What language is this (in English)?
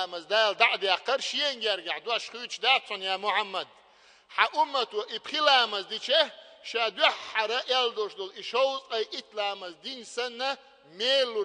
Chechen